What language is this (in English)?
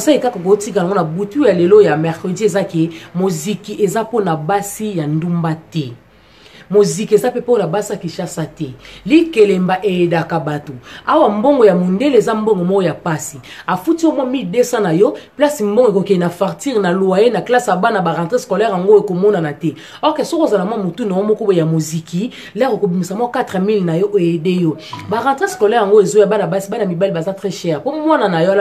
Lingala